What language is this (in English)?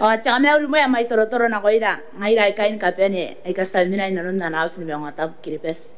Gilbertese